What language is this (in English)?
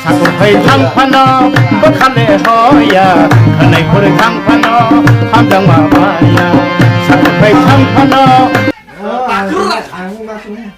Kok Borok